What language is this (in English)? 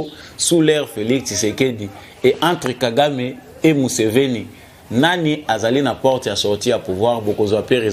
Lingala